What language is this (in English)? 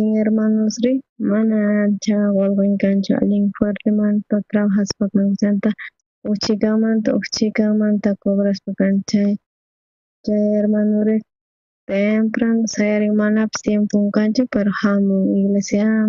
South Bolivian Quechua